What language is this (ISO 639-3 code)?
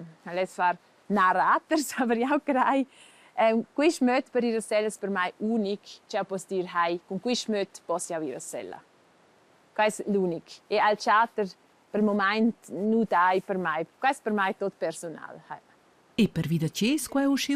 roh